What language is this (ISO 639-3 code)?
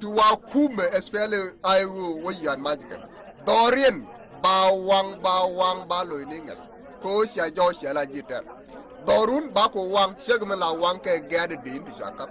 nus